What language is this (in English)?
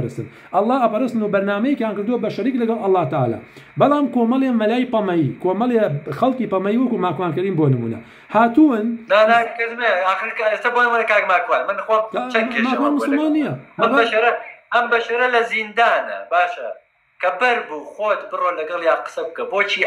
Central Kurdish